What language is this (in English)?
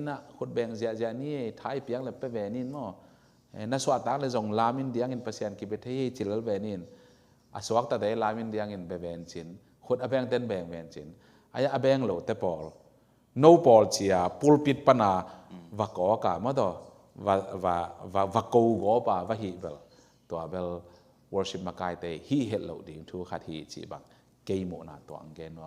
Tedim Chin